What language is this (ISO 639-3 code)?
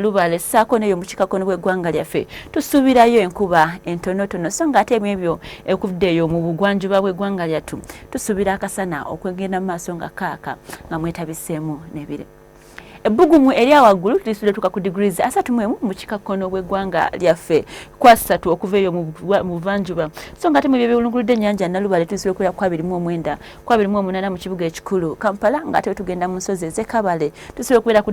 lug